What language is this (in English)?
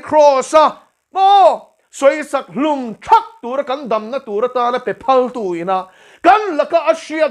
Mizo